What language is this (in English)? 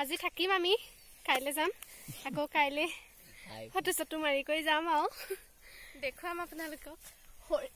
Assamese